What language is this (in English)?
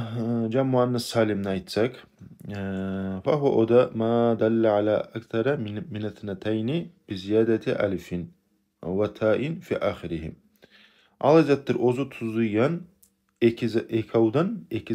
Kumyk